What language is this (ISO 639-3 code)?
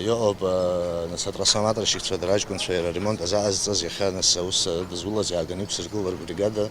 abk